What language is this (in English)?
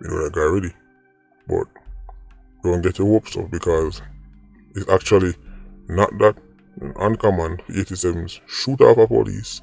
Jamaican Creole English